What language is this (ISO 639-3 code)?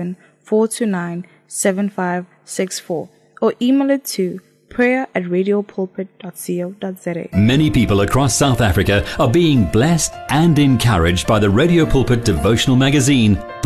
eng